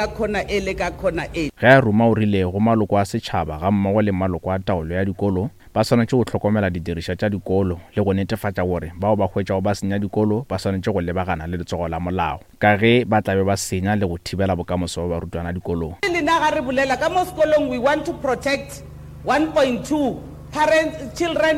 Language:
Northern Sotho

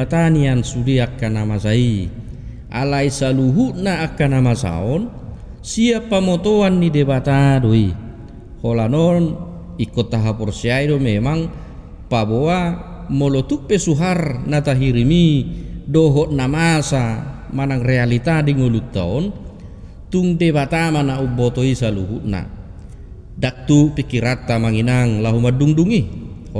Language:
Batak Toba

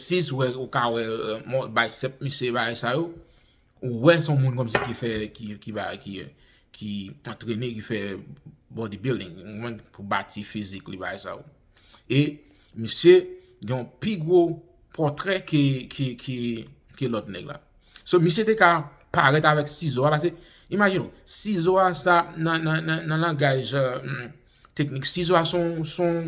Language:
Haitian Creole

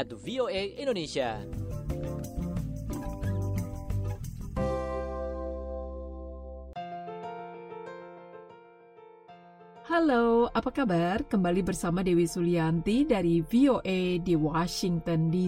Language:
Indonesian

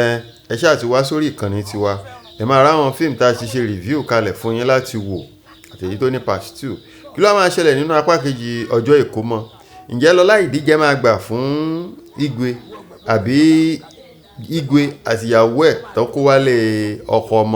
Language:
Yoruba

